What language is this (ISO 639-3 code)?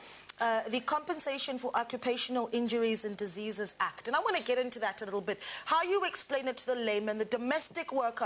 eng